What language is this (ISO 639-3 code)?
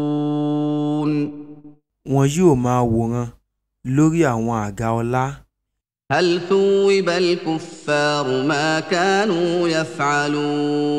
yor